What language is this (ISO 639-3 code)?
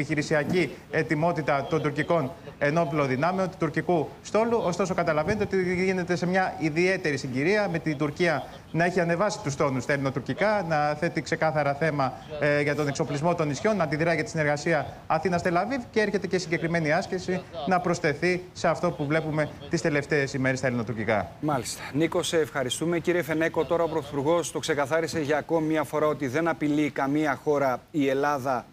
ell